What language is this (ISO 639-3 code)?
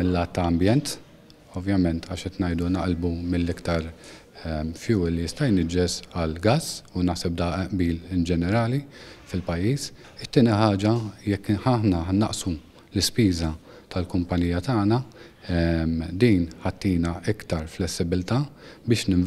mlt